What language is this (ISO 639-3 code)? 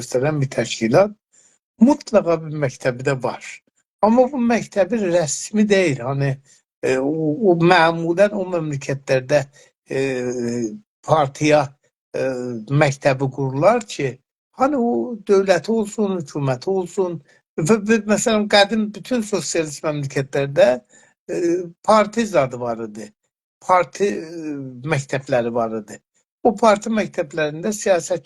azb